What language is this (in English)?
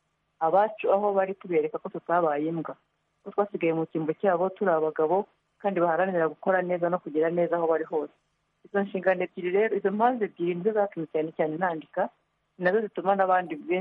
Kinyarwanda